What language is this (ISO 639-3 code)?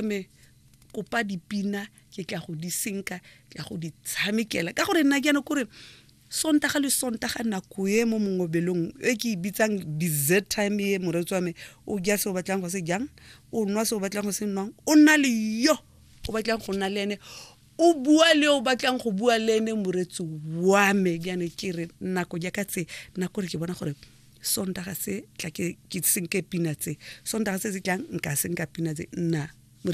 tsn